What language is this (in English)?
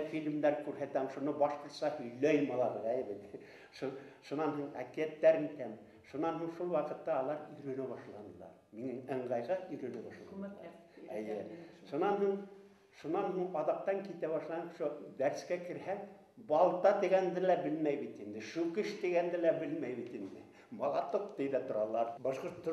Bashkir